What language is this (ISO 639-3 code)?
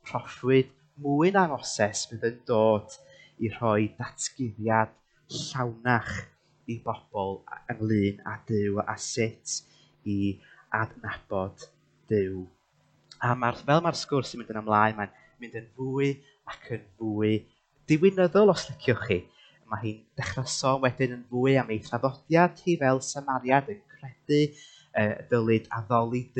cym